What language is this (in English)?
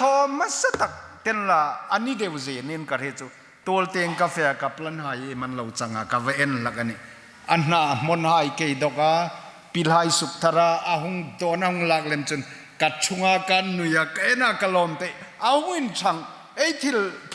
Hmar